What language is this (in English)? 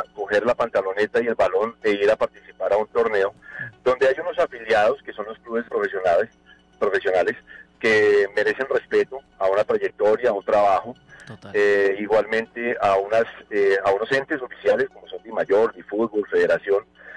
Spanish